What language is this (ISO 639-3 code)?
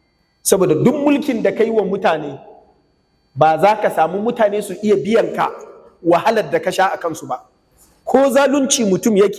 hau